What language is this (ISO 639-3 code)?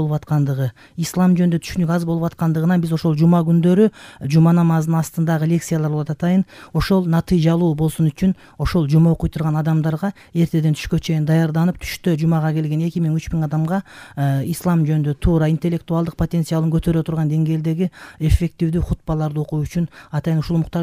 kir